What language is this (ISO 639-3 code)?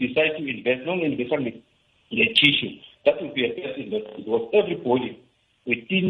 nbl